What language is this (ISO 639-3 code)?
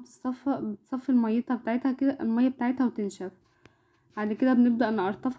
arz